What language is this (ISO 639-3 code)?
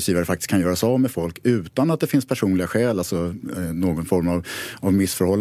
swe